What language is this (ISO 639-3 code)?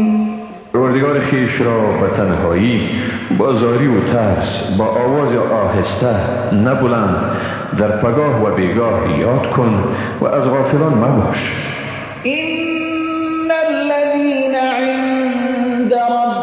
fas